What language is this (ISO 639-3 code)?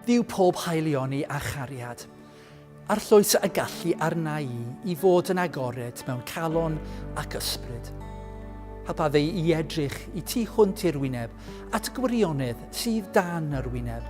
cym